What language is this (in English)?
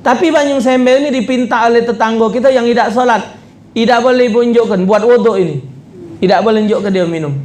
Musi